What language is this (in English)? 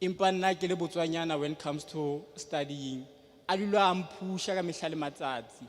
Southern Sotho